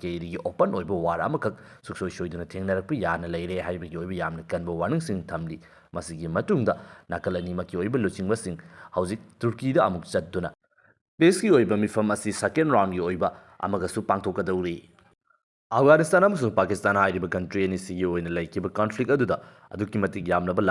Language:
Manipuri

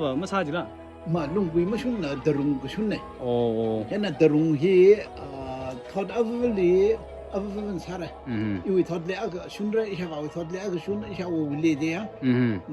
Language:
Tangkhul Naga (India)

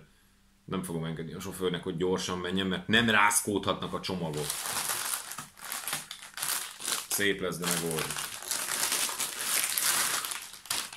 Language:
Hungarian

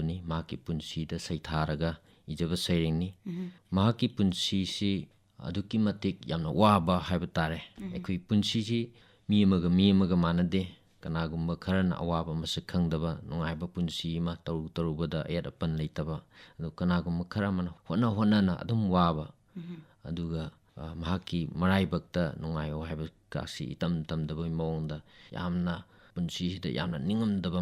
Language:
Manipuri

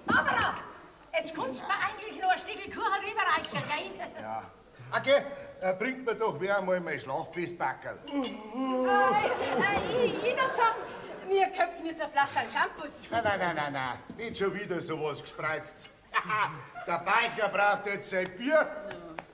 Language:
Bavarian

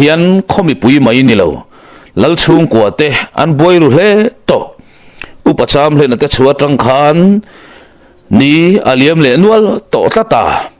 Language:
Mizo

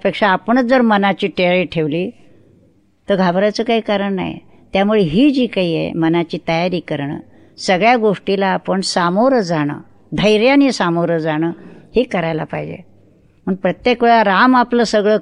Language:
Marathi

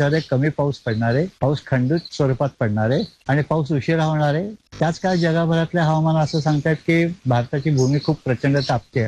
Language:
Marathi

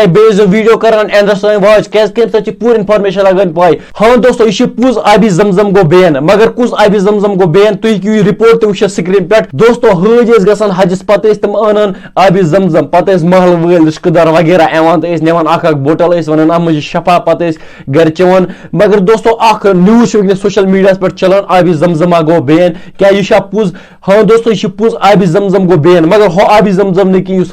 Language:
Kashmiri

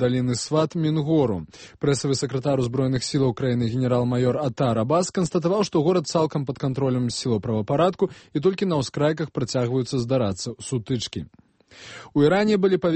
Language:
Belarusian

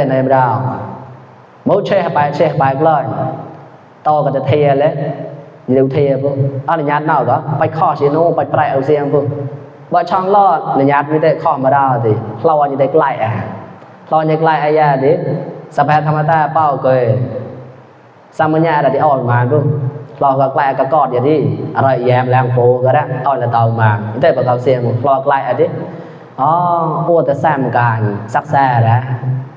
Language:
Mon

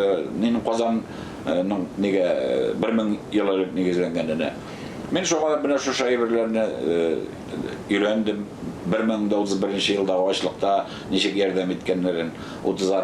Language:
Tatar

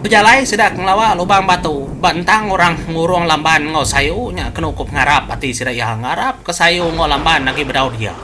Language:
Iban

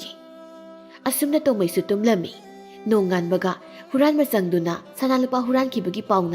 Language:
Manipuri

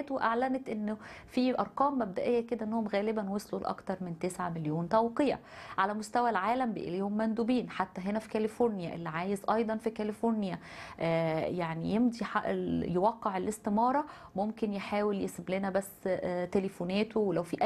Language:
Egyptian Arabic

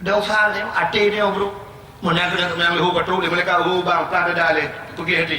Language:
Achinese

